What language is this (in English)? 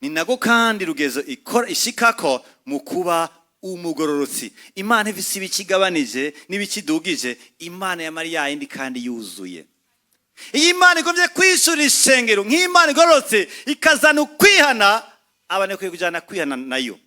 Rundi